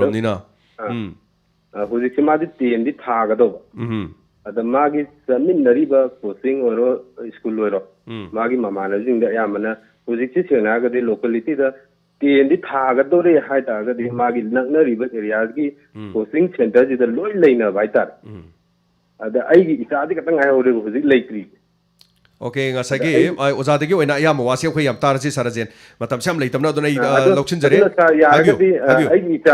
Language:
Manipuri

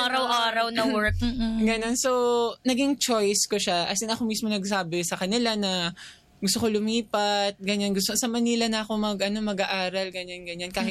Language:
Filipino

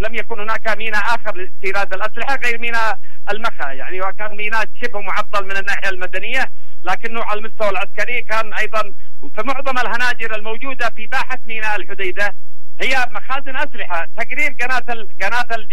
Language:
Arabic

